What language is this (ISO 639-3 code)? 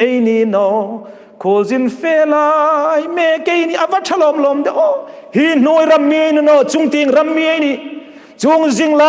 hmr